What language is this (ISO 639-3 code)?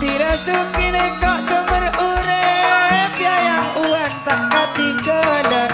mad